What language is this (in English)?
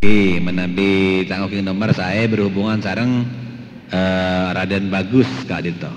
Madurese